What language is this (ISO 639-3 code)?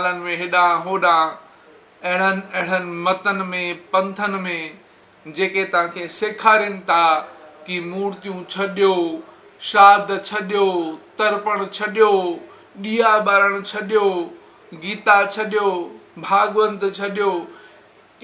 snd